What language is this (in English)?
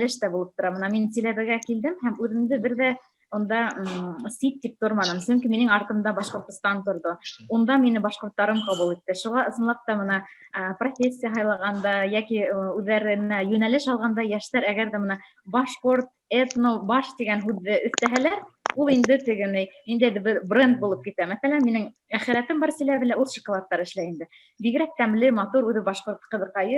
Bashkir